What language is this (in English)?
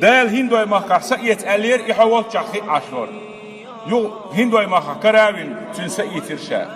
Chechen